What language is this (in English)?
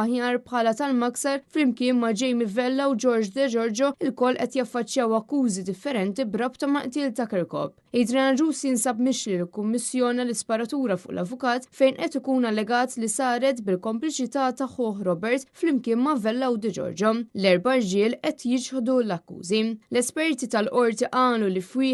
Maltese